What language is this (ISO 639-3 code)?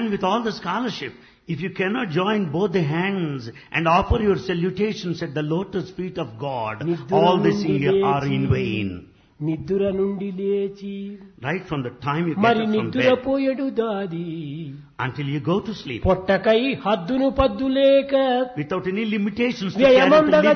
tel